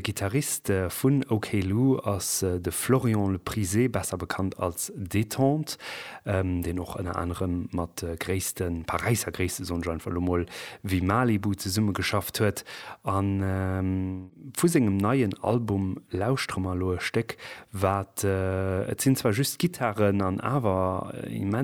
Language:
Luxembourgish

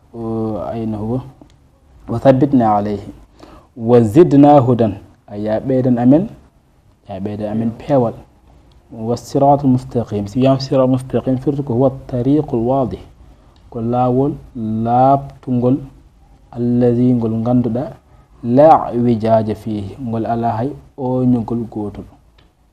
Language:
Fula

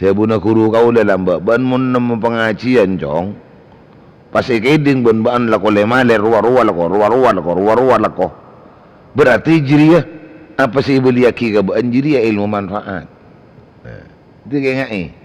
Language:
Madurese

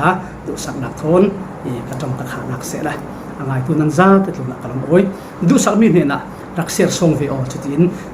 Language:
Falam Chin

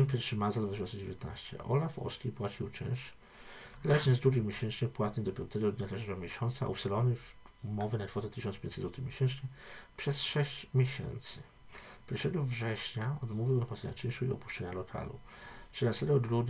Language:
Polish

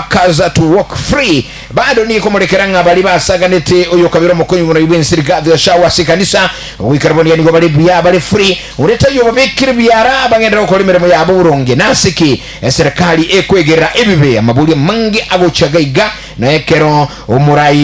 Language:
Gusii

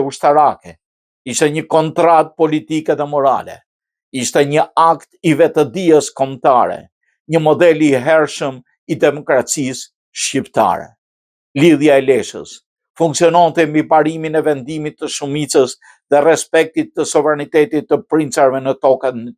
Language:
Albanian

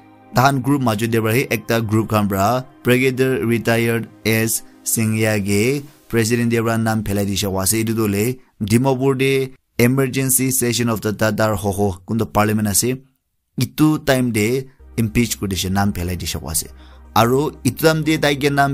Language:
Naga Pidgin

